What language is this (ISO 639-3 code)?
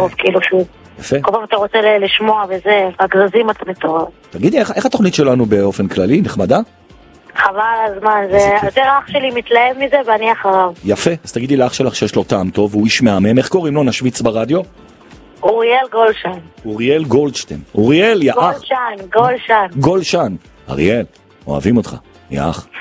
heb